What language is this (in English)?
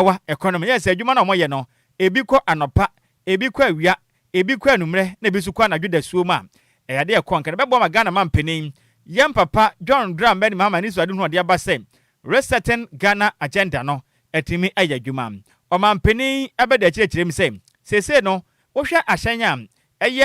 Akan